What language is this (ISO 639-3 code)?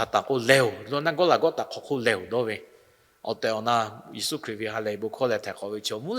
lhu